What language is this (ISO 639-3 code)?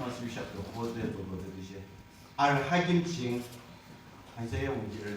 yim